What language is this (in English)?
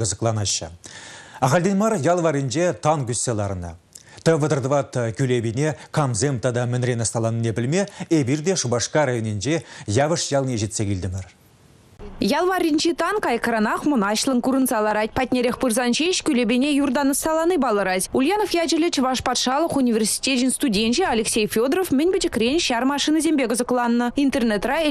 Chuvash